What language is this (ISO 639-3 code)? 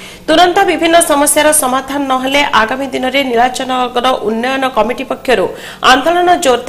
ori